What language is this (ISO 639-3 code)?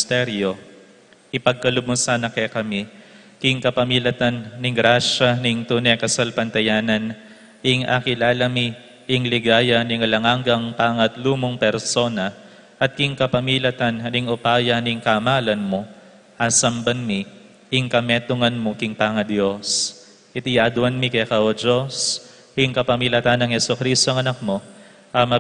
pam